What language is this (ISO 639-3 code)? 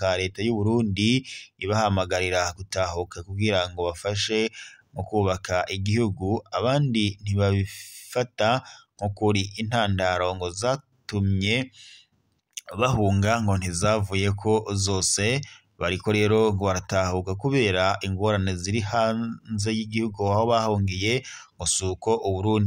run